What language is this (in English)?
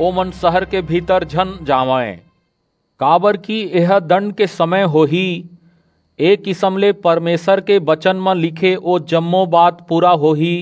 Chhattisgarhi